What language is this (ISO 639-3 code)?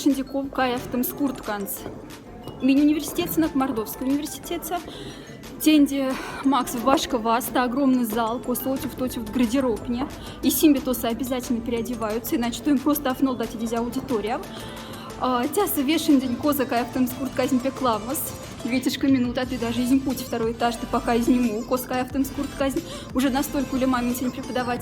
mdf